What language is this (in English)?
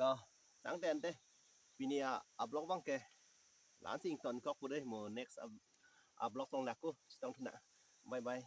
Karbi